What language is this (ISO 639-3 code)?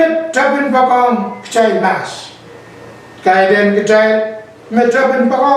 pon